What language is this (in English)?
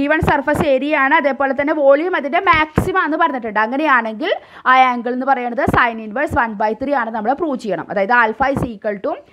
Malayalam